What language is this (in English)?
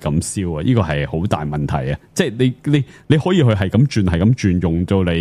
Cantonese